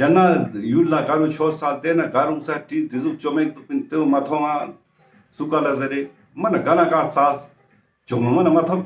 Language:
Ladakhi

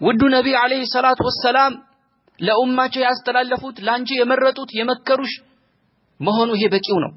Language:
Amharic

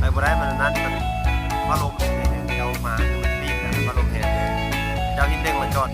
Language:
Lao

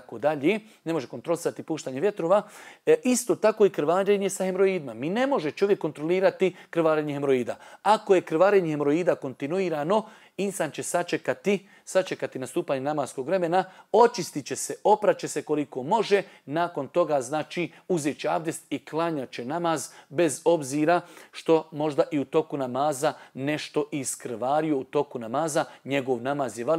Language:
Bosnian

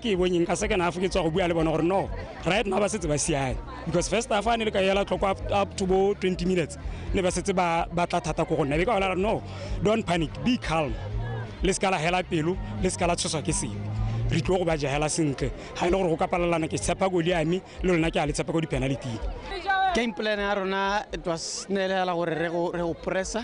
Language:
Tswana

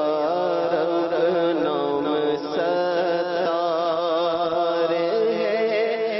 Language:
Urdu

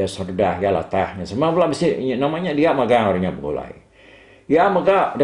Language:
Iban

